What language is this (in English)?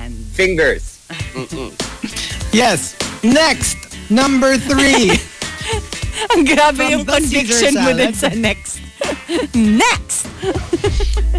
Filipino